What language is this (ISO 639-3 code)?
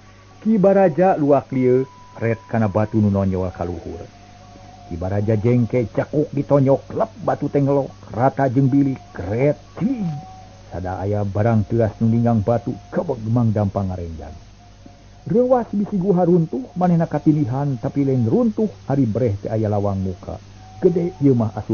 sun